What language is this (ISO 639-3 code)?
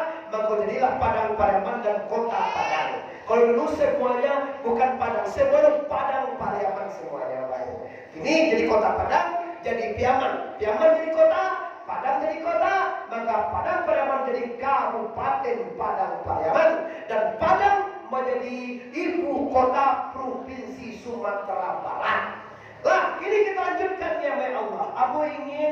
min